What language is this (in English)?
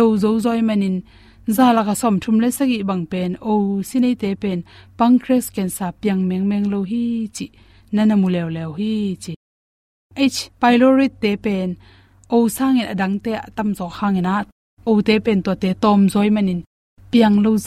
Tedim Chin